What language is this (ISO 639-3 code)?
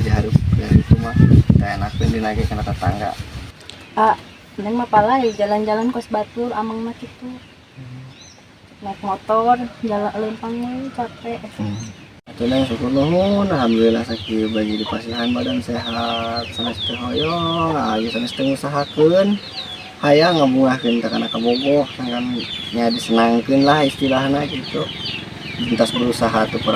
sun